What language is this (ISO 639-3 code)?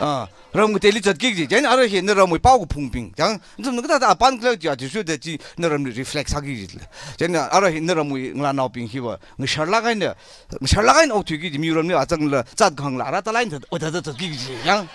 nmf